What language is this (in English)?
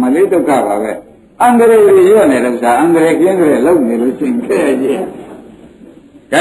Burmese